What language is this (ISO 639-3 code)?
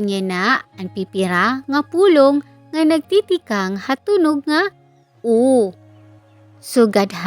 war